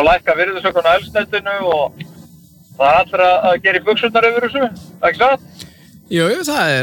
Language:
Icelandic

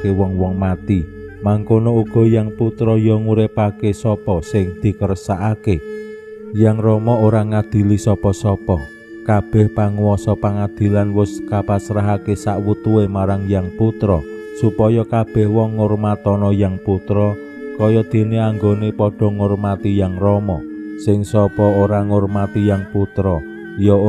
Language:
Javanese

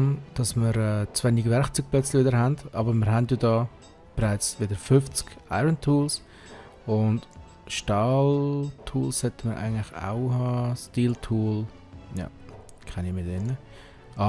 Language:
Swiss German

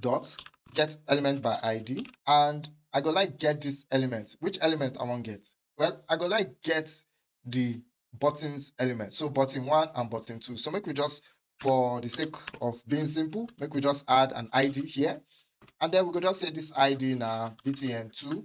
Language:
Nigerian Pidgin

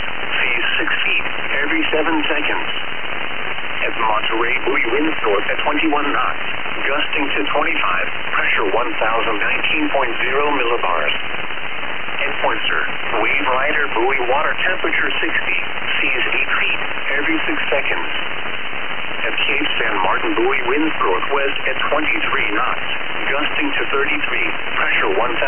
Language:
English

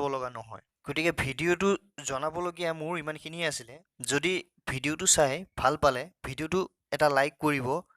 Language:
Assamese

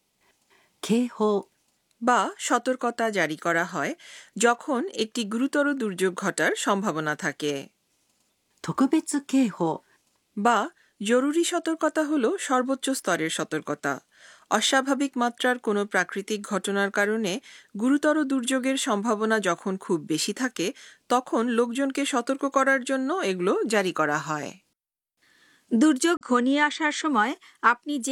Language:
Bangla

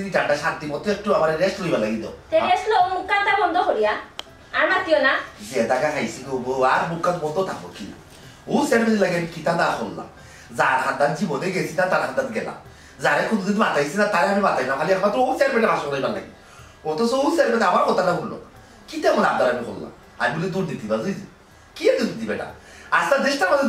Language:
Sylheti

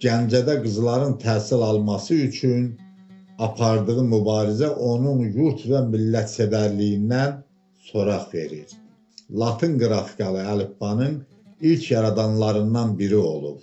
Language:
Azerbaijani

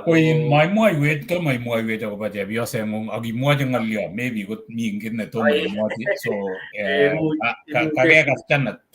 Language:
Kalenjin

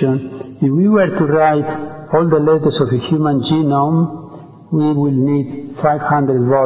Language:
English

